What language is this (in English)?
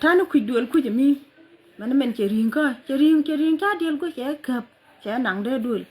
Nuer